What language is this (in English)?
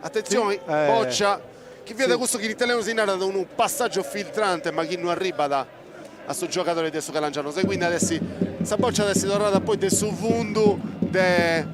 Sardinian